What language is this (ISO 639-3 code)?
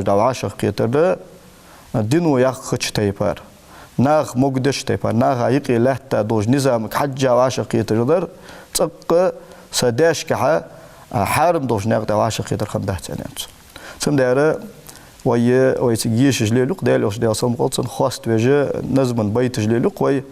inh